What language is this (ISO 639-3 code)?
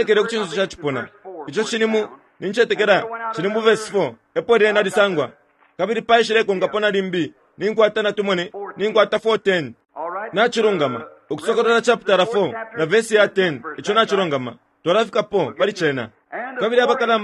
bem